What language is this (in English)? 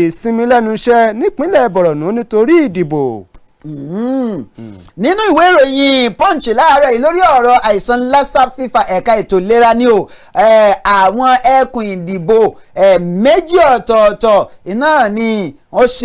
Yoruba